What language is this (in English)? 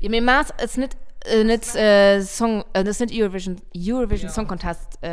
Luxembourgish